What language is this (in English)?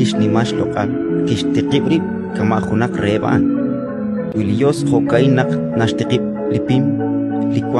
Kekchí